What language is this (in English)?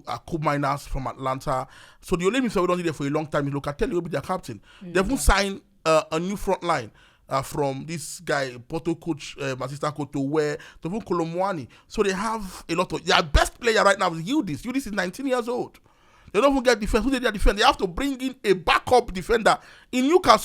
Nigerian Pidgin